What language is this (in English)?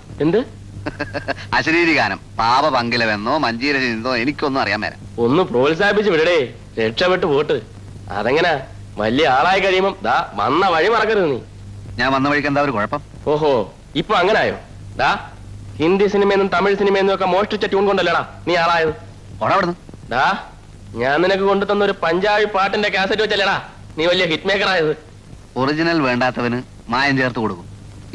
Malayalam